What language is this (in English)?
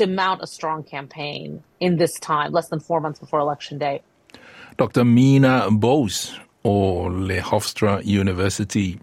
Samoan